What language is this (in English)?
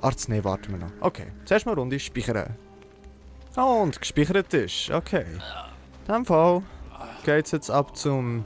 Swiss German